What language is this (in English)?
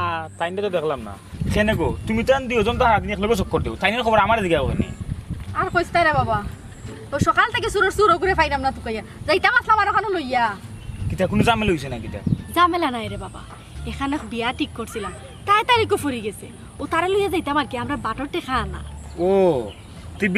Sylheti